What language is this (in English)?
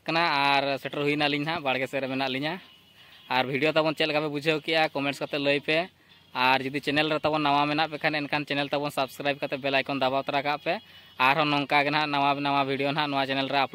Santali